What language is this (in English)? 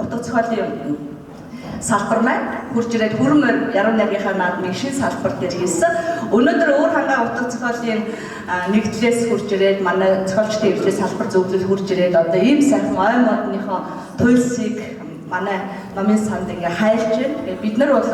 Mongolian